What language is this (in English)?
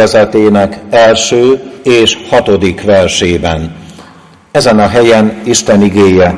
Hungarian